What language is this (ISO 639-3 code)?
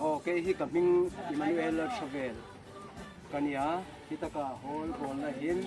hmr